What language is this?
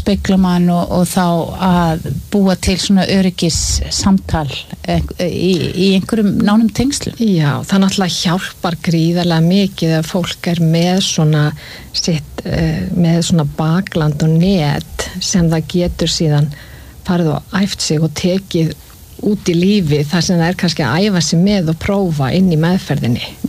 Icelandic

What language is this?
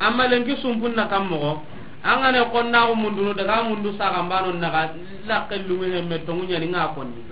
Soninke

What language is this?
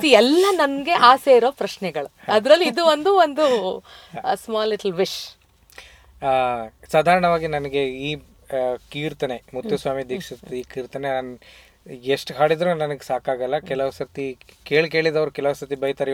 Kannada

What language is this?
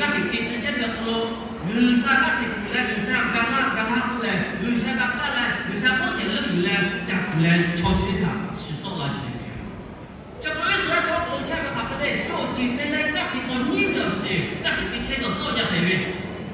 Lahu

